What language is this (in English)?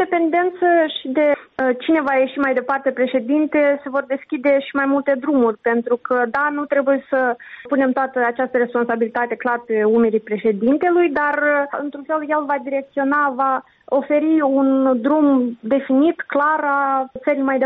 Romanian